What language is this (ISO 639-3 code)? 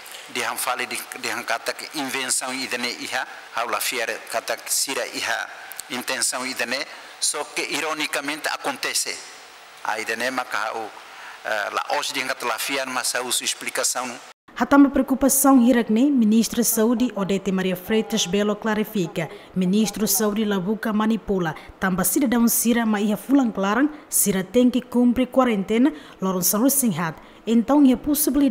tet